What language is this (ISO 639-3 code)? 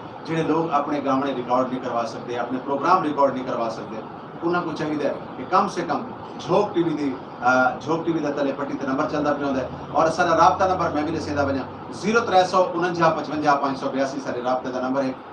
skr